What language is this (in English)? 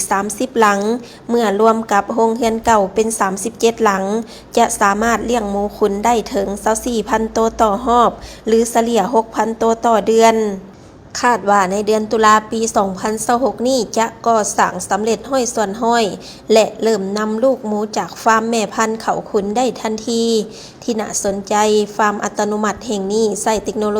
Lao